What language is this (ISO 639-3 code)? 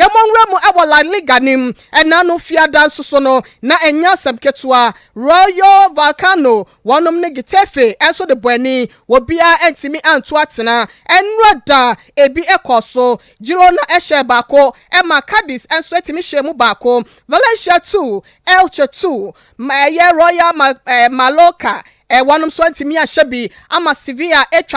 aka